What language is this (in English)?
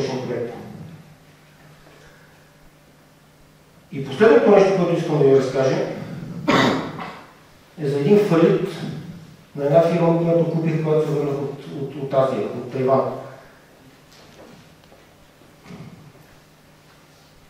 Bulgarian